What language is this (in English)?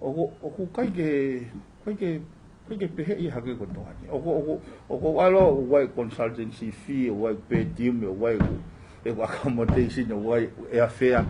Tongan